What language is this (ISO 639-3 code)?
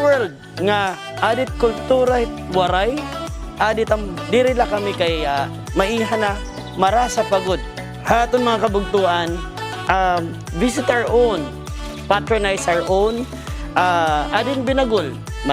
war